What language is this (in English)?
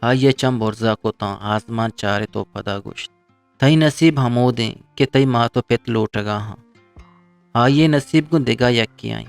Eastern Balochi